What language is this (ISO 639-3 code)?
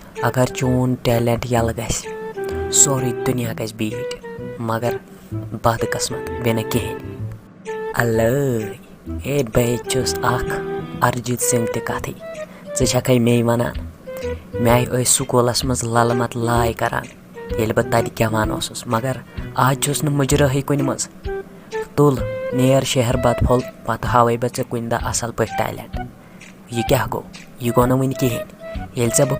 kas